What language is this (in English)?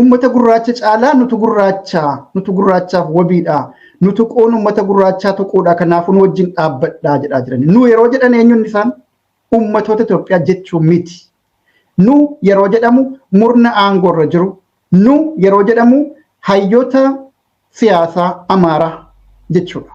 Oromo